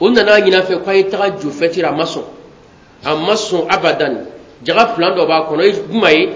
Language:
Bambara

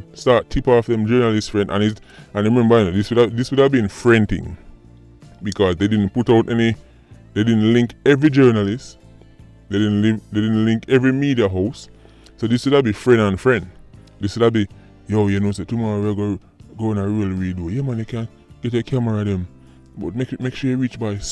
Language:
Jamaican Creole English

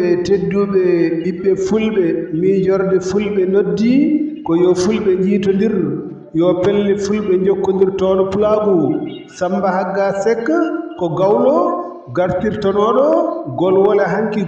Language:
Fula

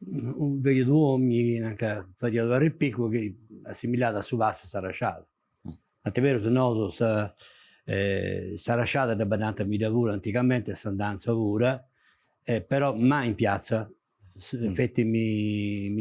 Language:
Sardinian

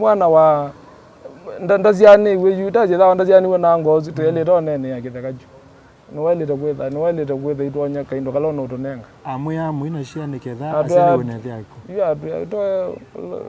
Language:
Kamba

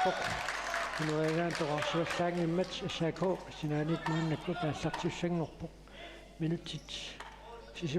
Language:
Kalaallisut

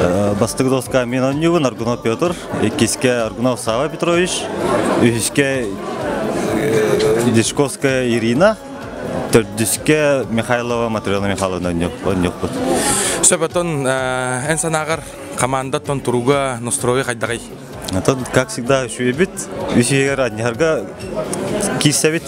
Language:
Yakut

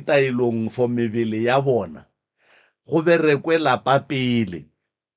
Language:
Northern Sotho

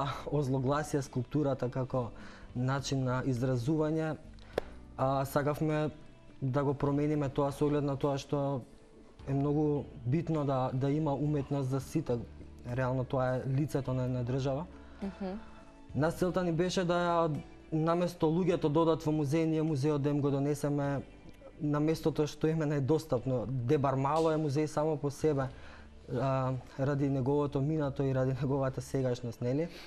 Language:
Macedonian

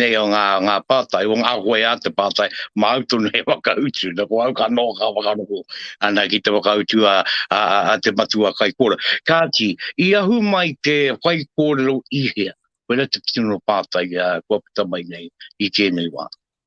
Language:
Māori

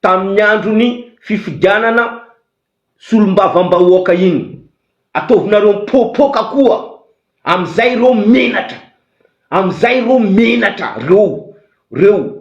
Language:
Malagasy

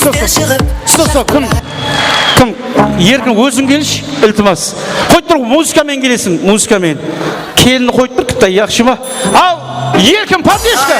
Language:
Kara-Kalpak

